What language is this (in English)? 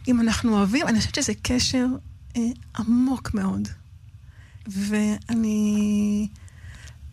Hebrew